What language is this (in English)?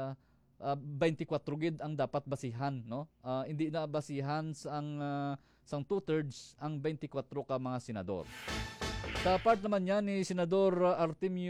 Hiligaynon